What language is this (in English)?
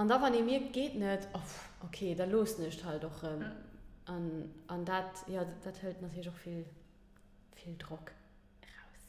Luxembourgish